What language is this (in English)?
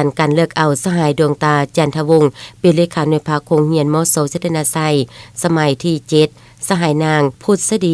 Lao